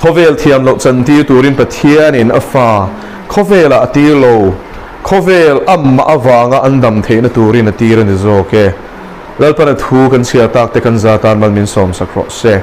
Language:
Mizo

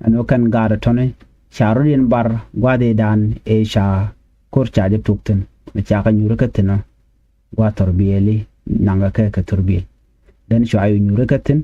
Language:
Nuer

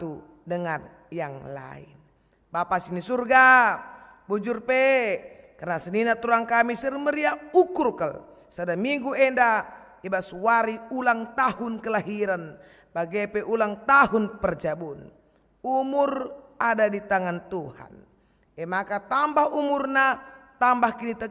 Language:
Batak Karo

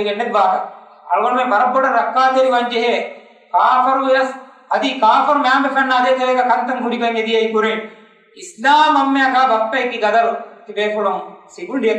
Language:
Divehi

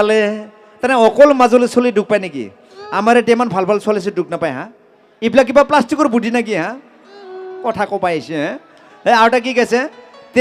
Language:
Assamese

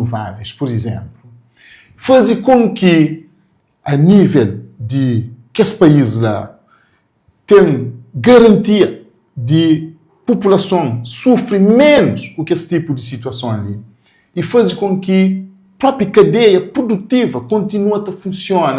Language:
Kabuverdianu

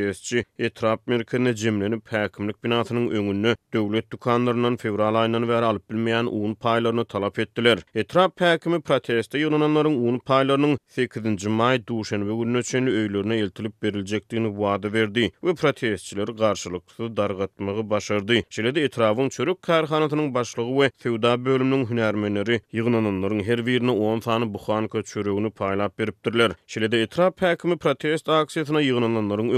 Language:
Turkmen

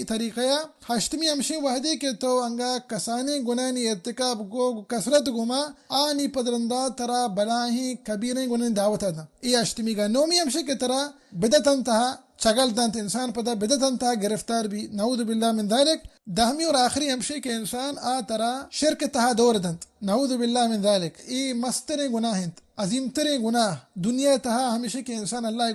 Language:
Baluchi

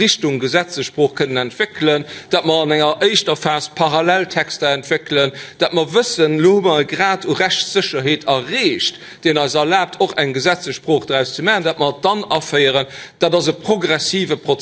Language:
Luxembourgish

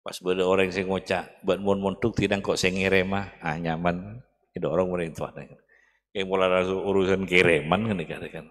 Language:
Madurese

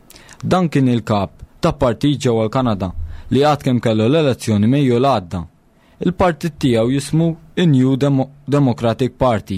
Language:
Maltese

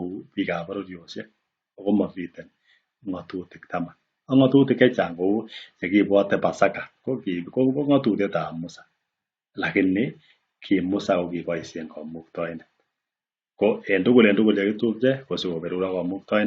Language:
Kalenjin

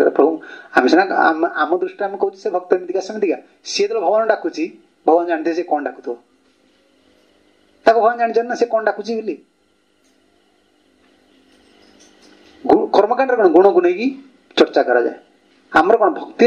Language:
Odia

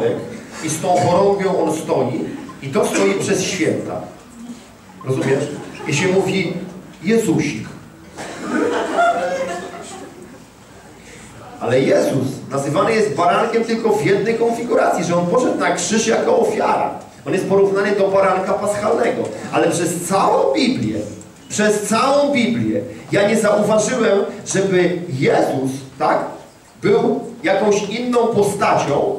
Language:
Polish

